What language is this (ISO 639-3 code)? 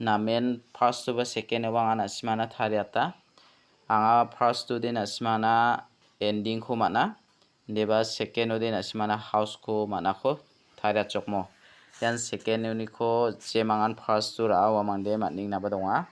grt